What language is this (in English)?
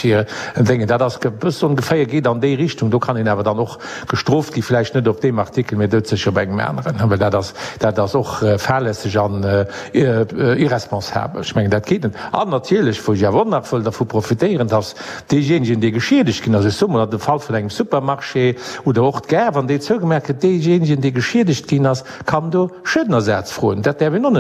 Luxembourgish